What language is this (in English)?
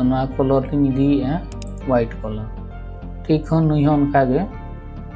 Santali